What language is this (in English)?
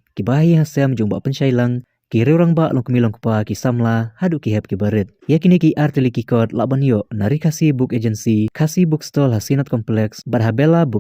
Khasi